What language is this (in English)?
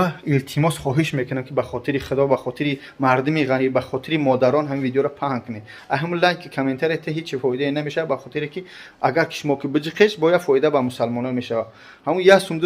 Tajik